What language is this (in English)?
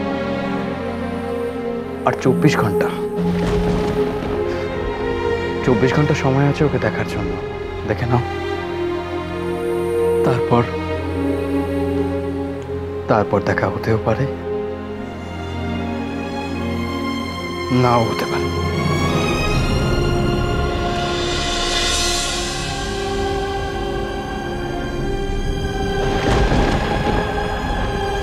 Bangla